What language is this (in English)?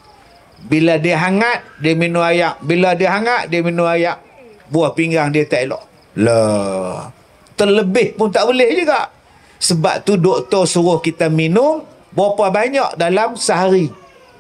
Malay